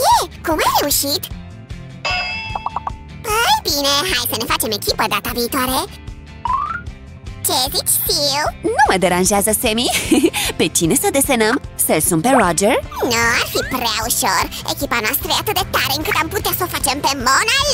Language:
Romanian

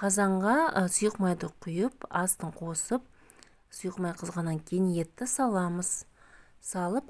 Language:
Kazakh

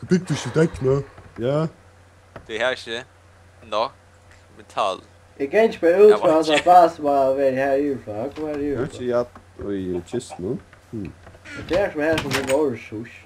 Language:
Faroese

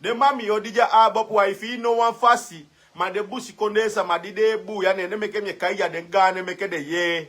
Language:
Sranan Tongo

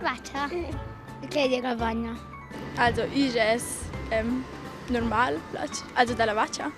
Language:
Romansh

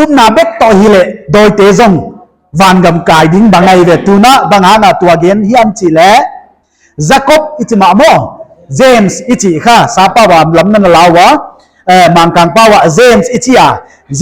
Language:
Paite Chin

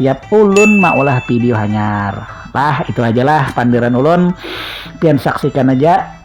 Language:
Banjar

